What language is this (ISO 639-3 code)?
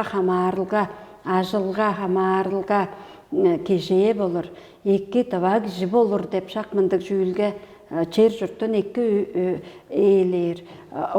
tyv